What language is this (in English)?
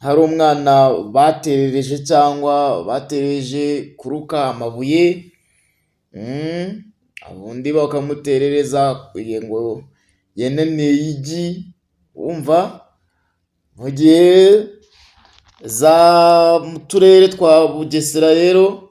Kinyarwanda